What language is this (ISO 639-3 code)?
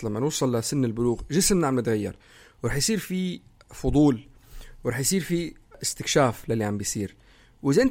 apc